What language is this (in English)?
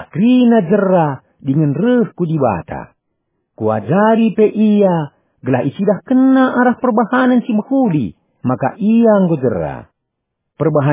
Batak Karo